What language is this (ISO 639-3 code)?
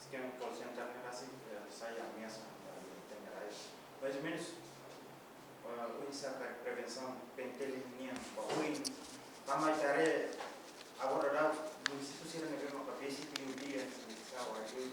tet